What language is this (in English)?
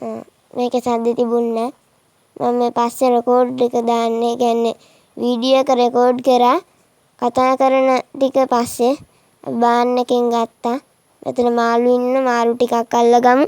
Sinhala